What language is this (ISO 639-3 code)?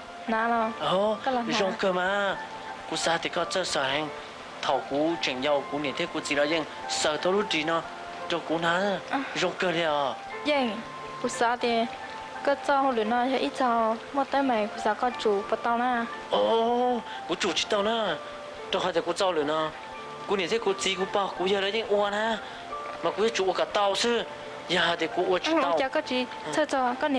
hmn